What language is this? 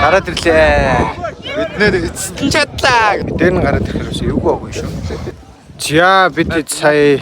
Mongolian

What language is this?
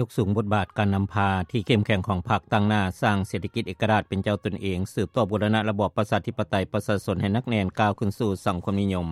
Lao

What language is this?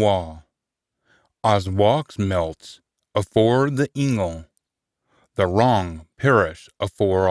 Scots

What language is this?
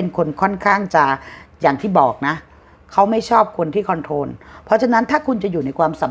Thai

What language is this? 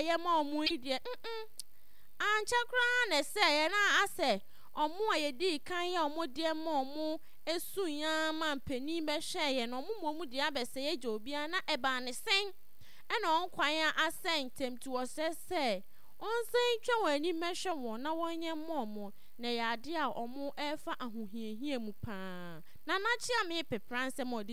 Akan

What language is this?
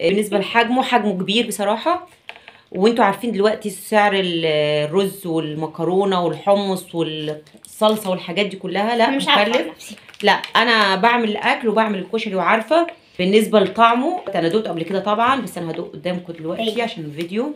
Egyptian Arabic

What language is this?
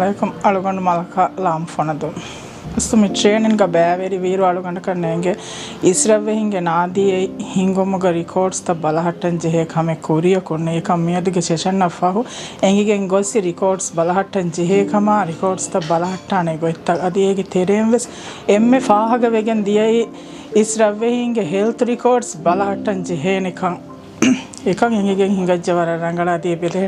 Divehi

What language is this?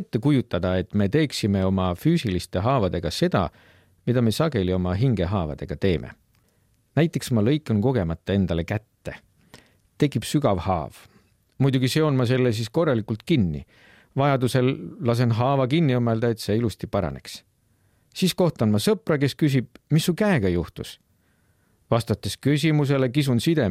Estonian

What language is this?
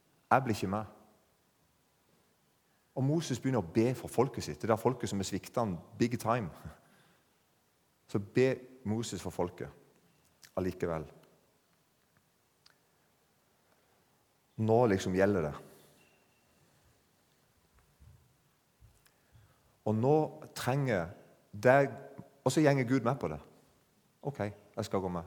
Norwegian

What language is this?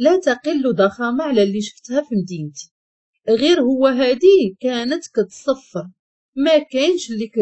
Moroccan Arabic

